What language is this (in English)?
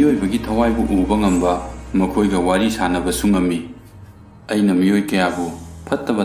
Manipuri